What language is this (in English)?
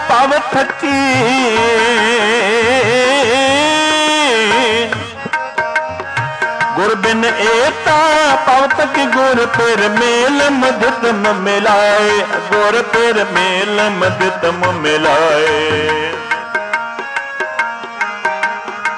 Punjabi